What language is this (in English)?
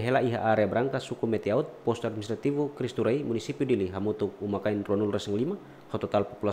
Tetum